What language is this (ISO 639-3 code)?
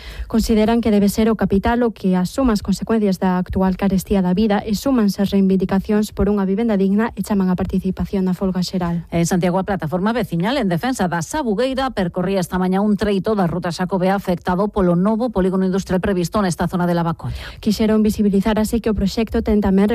glg